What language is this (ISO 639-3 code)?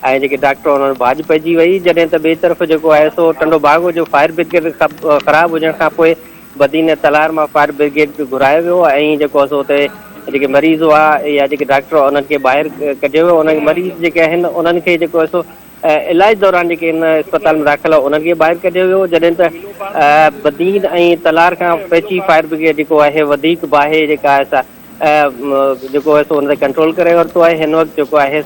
snd